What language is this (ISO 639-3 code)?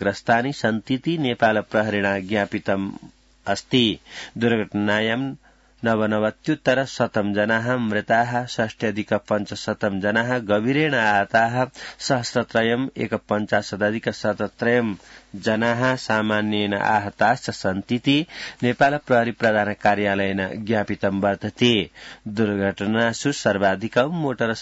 san